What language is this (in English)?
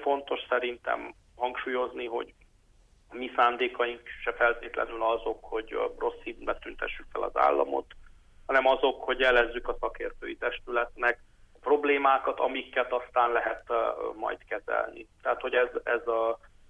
Hungarian